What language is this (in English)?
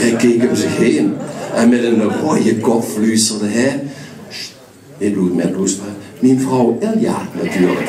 Limburgish